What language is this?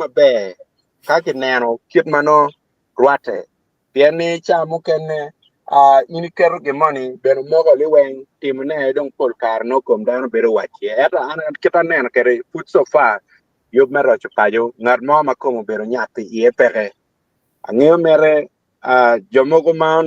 Acoli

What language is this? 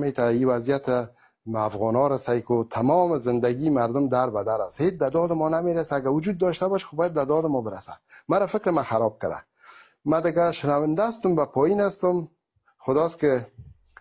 Persian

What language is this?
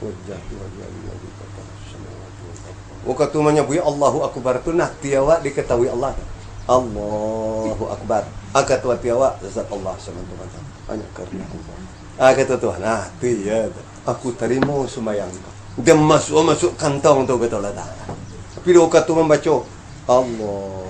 Minangkabau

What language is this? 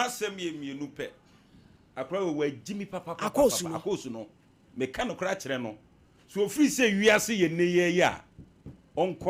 Akan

